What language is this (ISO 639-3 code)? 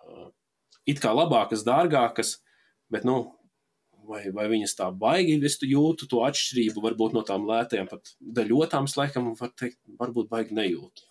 lav